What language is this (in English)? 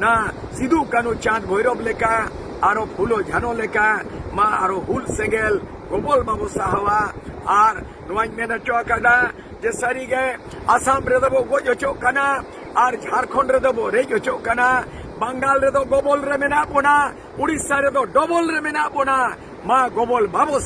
Santali